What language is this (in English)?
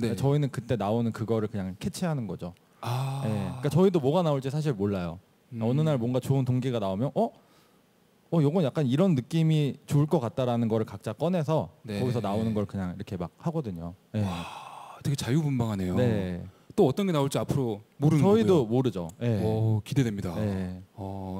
Korean